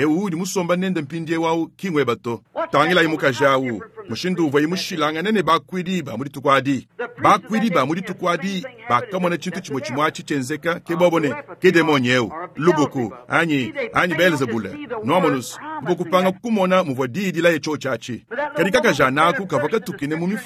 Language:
Luba-Lulua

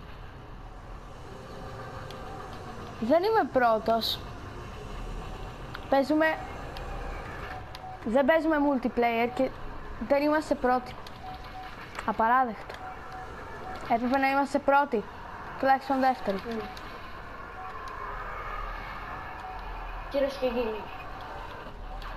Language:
Greek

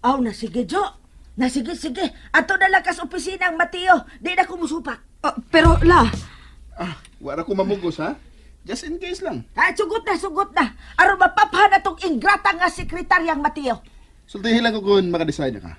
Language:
Cebuano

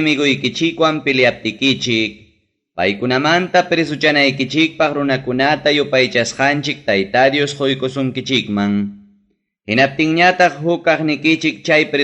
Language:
Ayacucho Quechua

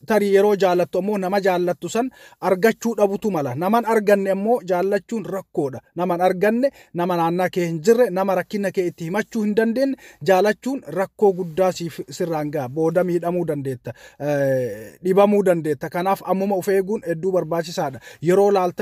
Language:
Oromo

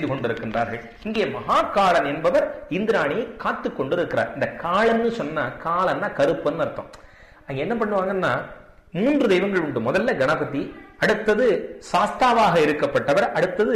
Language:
Tamil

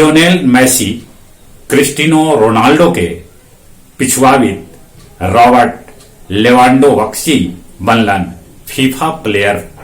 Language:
Magahi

